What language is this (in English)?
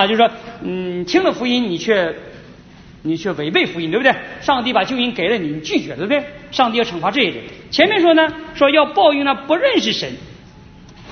Chinese